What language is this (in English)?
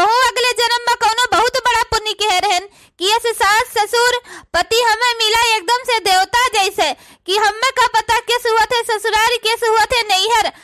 Awadhi